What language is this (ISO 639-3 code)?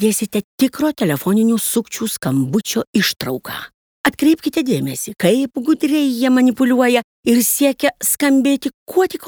lit